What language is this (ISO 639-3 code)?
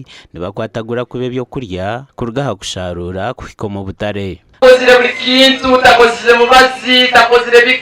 nyn